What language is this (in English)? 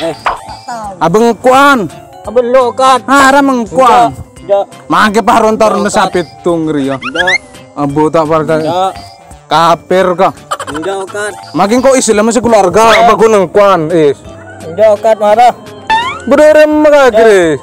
Madurese